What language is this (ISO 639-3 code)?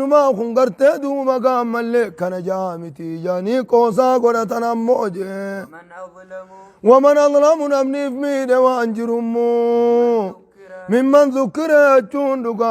orm